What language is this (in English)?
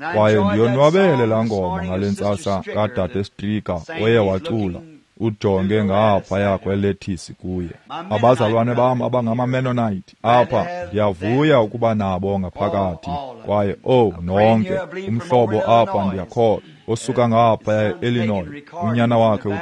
Xhosa